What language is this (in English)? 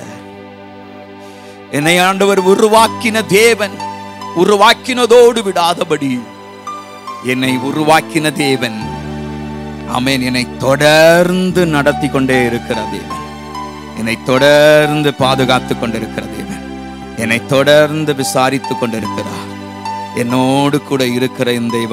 Tamil